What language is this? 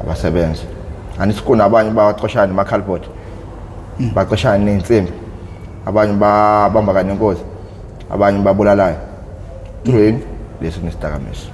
Zulu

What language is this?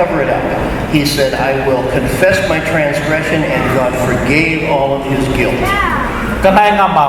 Lahu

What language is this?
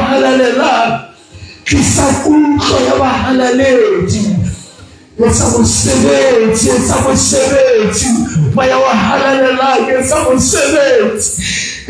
Southern Sotho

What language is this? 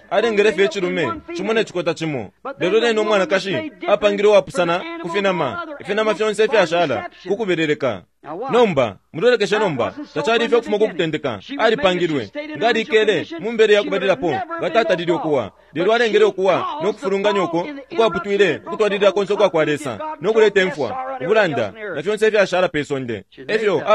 Bemba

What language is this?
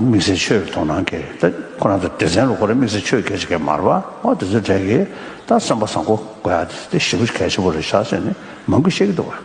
Tibetan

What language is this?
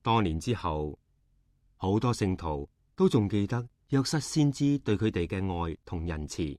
Cantonese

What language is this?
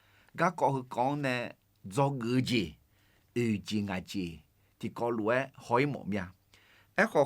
Akha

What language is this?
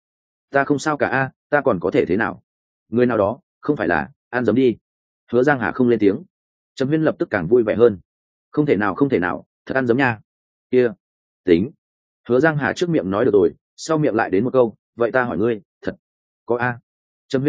Vietnamese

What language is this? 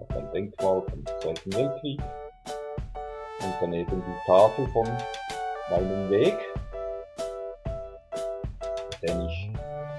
German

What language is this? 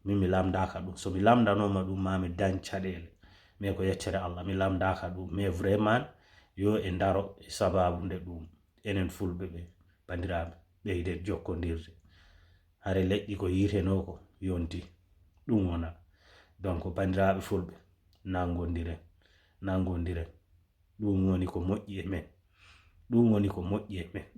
Fula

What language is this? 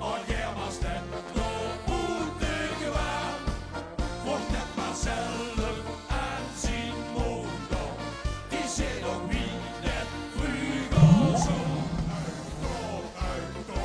Limburgish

